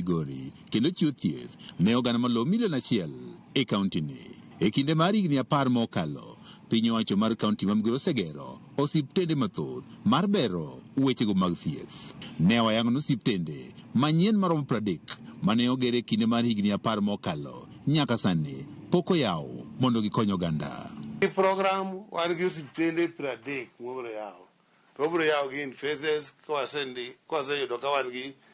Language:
Luo (Kenya and Tanzania)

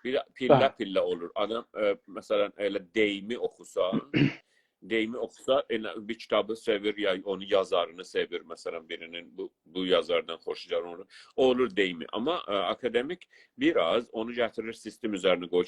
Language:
South Azerbaijani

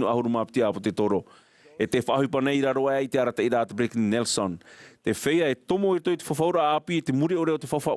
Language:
Tahitian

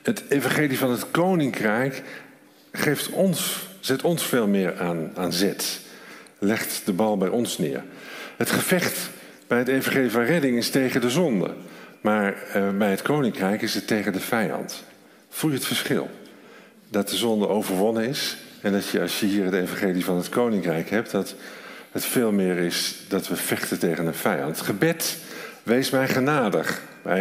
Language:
Dutch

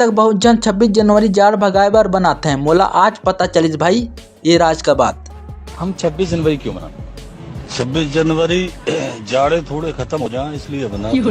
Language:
Chhattisgarhi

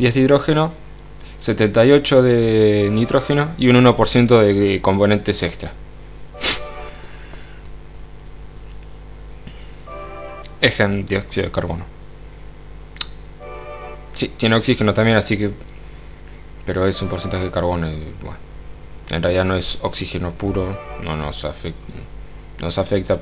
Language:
Spanish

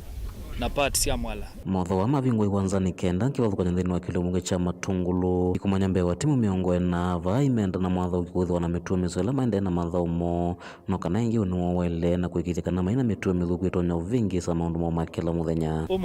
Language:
Kamba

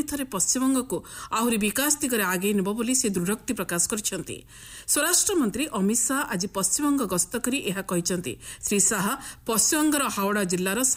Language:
Odia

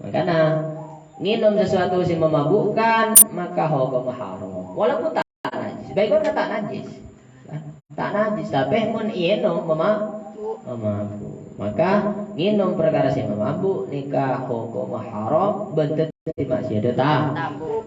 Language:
Madurese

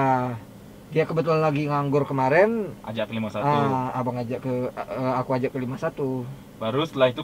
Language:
Indonesian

